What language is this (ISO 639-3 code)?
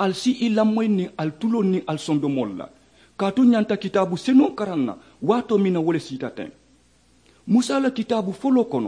man